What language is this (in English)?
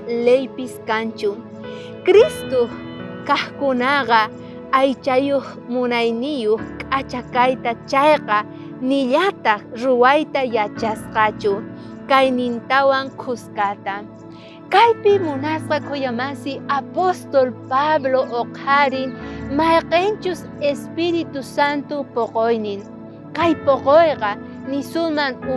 South Bolivian Quechua